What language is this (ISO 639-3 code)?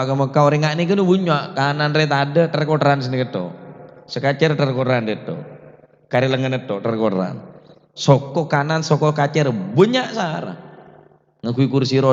mad